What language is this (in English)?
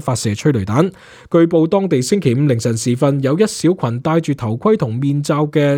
Cantonese